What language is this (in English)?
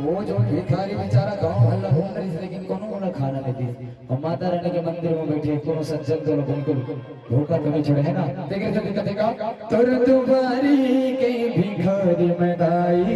Chhattisgarhi